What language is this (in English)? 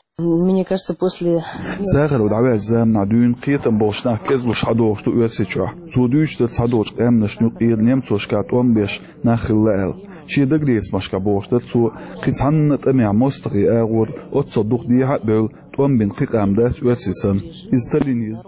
Chechen